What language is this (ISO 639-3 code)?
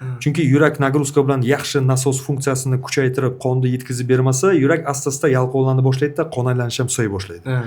uzb